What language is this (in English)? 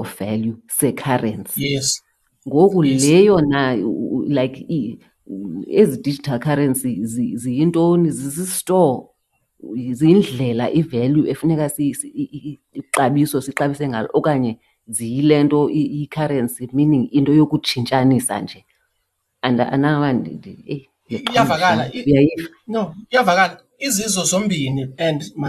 Xhosa